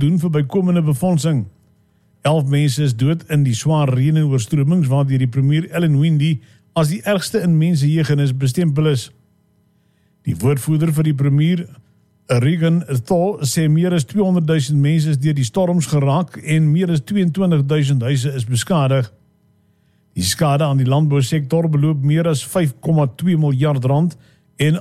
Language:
Afrikaans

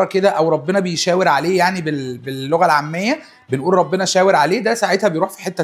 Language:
Egyptian Arabic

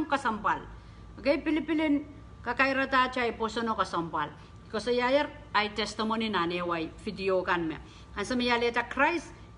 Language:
Pohnpeian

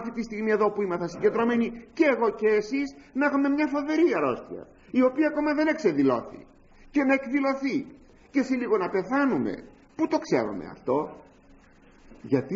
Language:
Greek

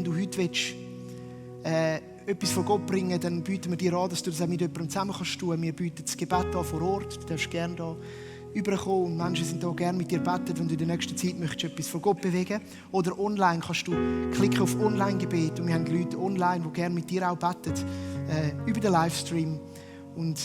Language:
Swiss German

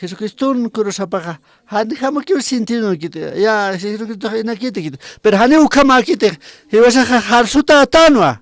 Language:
Aymara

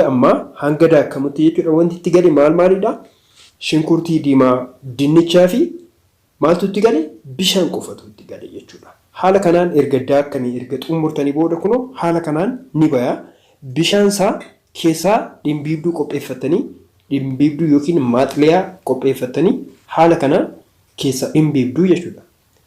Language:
Oromo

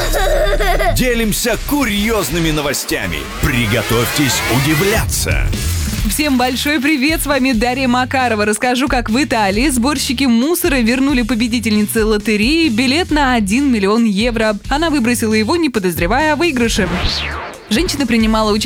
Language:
Russian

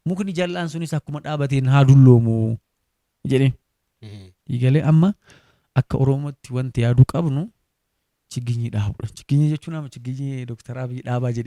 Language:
Oromo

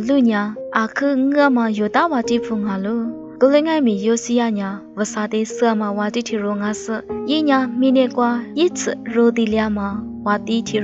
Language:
Lisu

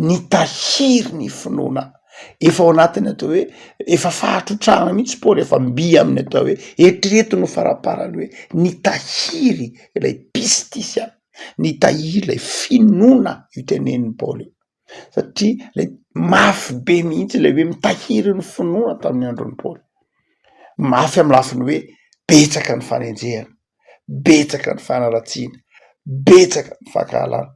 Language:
Malagasy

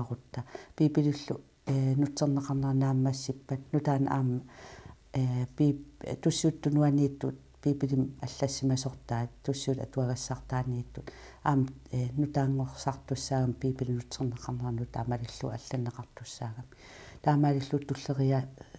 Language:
Kalaallisut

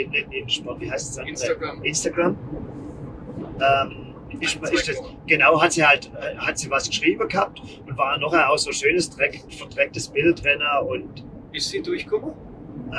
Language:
German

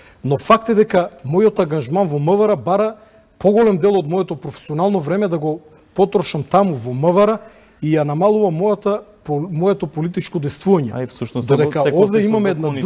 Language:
Macedonian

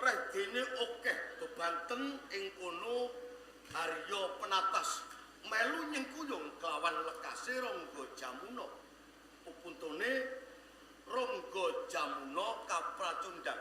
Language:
Javanese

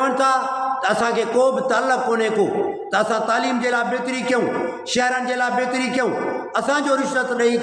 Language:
Sindhi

